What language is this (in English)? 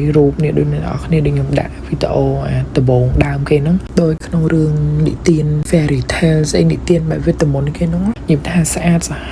Khmer